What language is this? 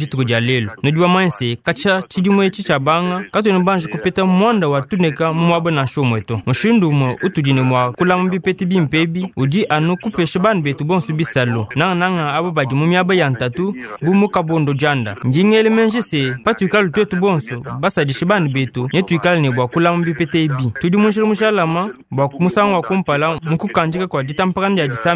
Luba-Lulua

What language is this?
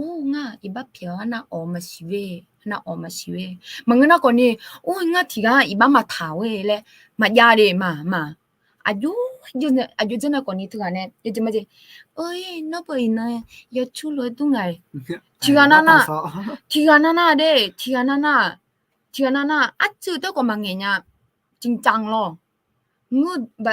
Akha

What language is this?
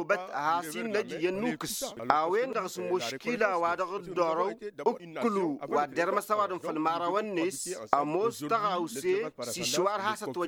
Tamasheq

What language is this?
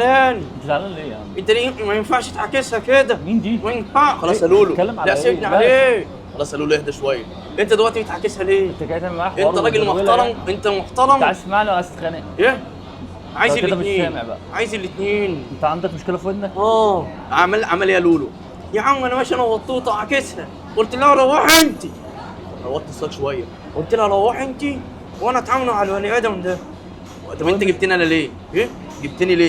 Egyptian Arabic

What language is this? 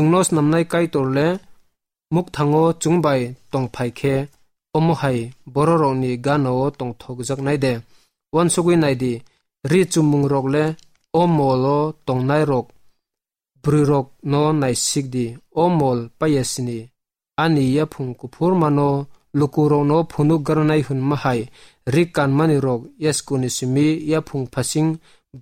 Kok Borok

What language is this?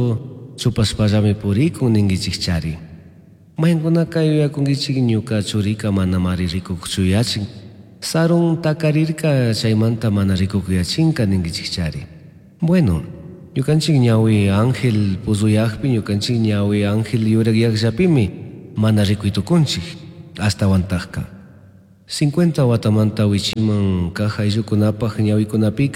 Chimborazo Highland Quichua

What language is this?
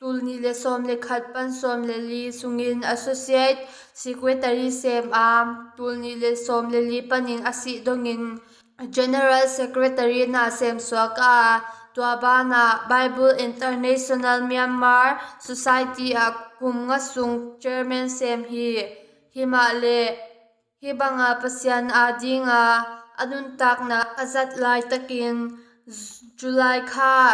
Tedim Chin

